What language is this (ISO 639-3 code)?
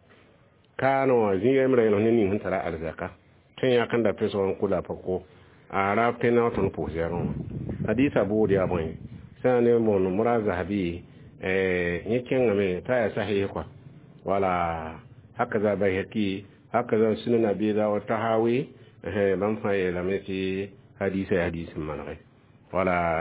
mos